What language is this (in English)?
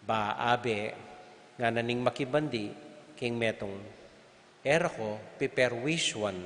Pampanga